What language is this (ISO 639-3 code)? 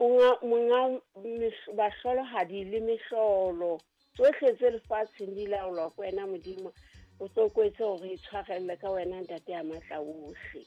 sot